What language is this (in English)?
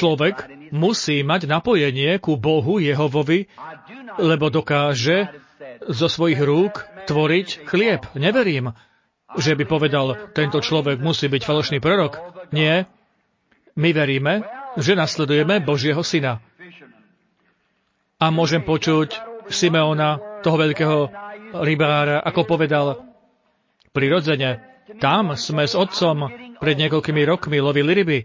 Slovak